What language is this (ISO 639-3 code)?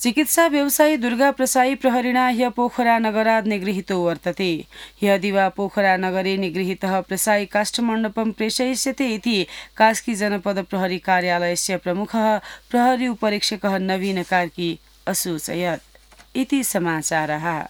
san